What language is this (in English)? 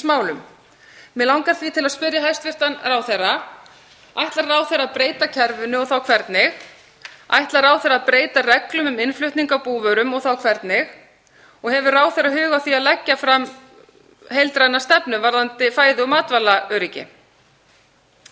Icelandic